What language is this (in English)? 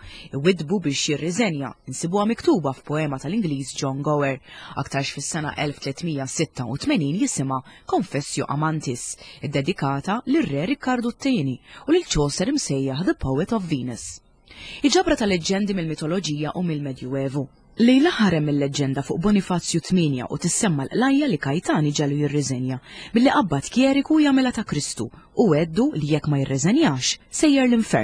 Maltese